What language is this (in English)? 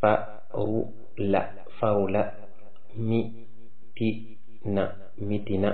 Wolof